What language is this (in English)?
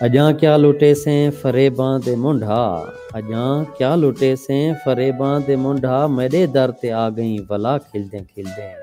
Saraiki